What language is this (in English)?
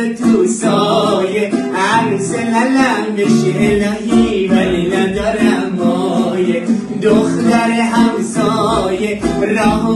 Persian